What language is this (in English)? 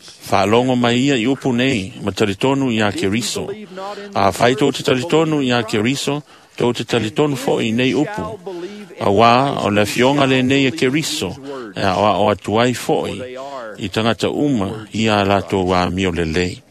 Samoan